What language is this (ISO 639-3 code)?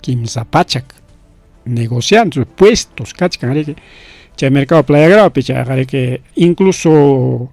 quy